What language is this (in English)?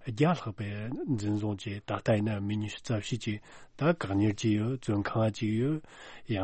Tibetan